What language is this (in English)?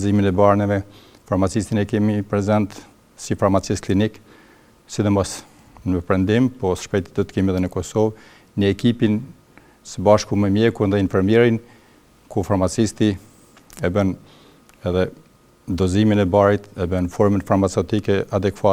Albanian